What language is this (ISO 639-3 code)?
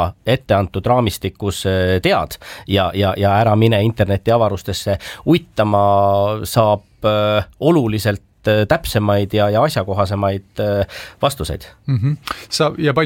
est